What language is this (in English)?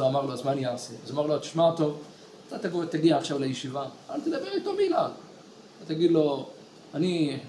Hebrew